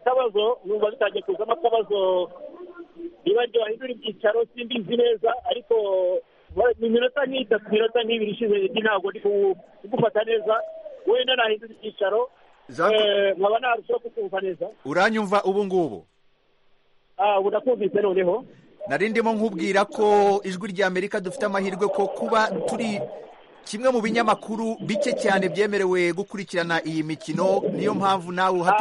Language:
Kinyarwanda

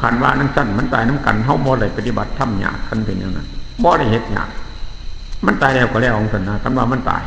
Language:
Northeastern Thai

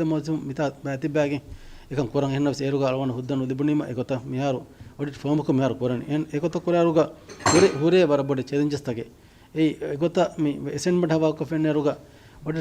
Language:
Divehi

